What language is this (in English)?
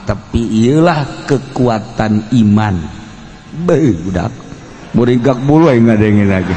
Sundanese